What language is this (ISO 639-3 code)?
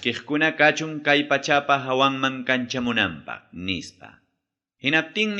quy